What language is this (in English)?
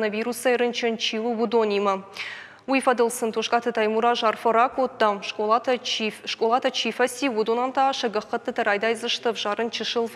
Ossetic